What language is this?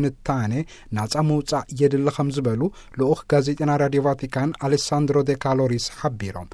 Tigrinya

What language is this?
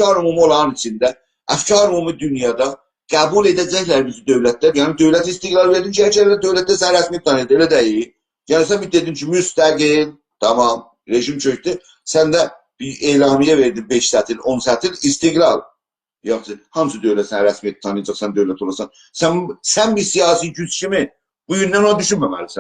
South Azerbaijani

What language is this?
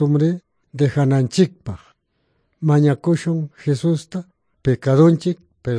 Quechua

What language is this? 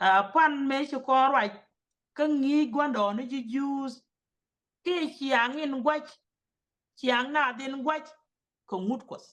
Nuer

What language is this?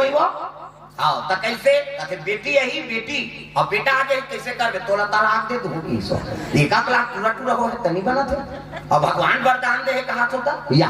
Chhattisgarhi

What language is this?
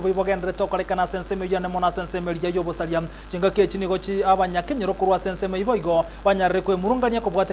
Gusii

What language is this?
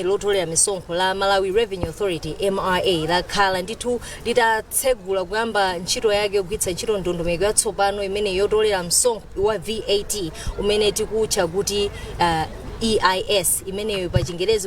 Nyanja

